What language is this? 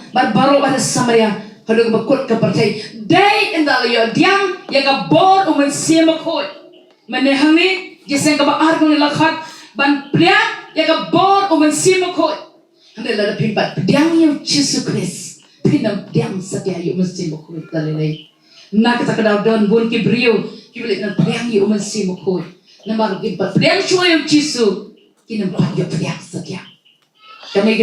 Khasi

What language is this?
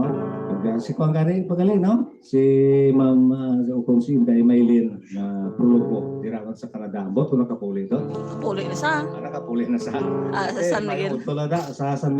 Hiligaynon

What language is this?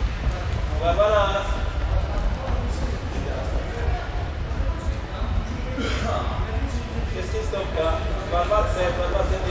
Czech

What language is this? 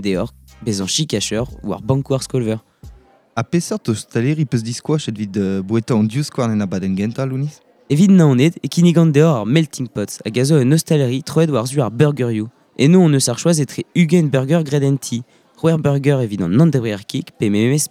Breton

